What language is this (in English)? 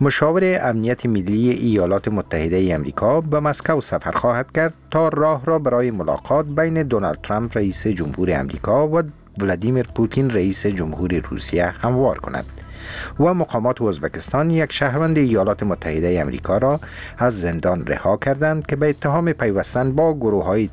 Persian